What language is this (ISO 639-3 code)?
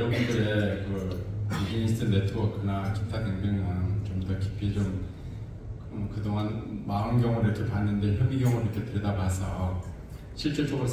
kor